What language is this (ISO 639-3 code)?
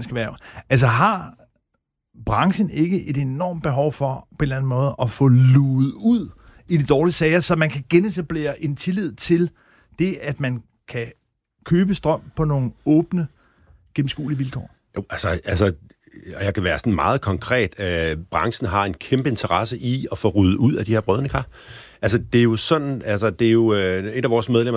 dan